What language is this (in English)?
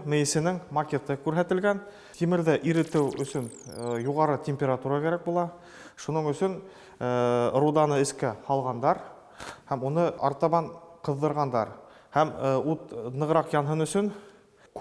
Bashkir